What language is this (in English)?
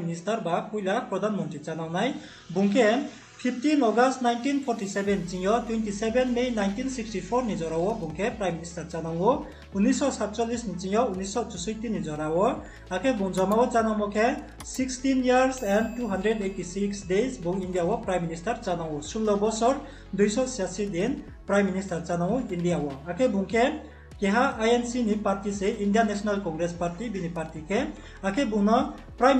Riang (India)